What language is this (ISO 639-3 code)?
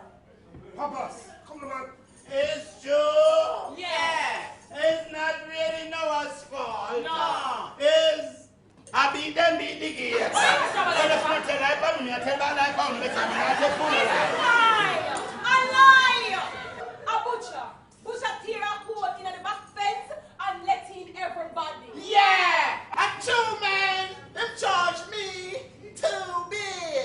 jam